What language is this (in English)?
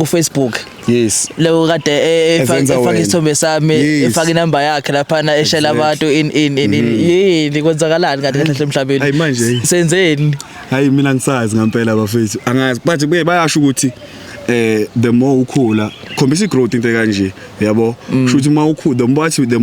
Zulu